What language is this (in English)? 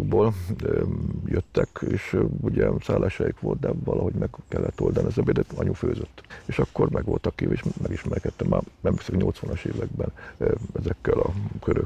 Hungarian